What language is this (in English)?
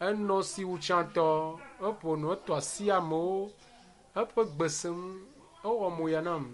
Ewe